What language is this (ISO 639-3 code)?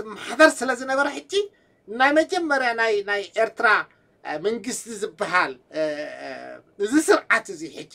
tir